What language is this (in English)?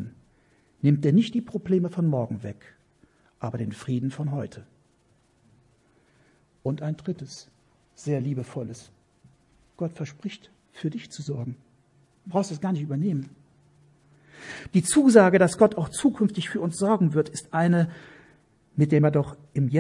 German